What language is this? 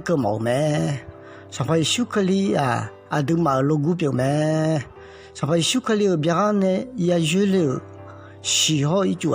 Akha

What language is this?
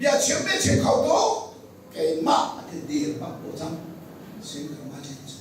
Hakha Chin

